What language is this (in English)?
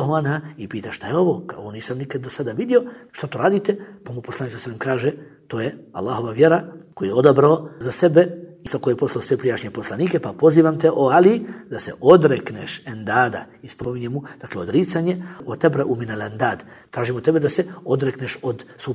Bosnian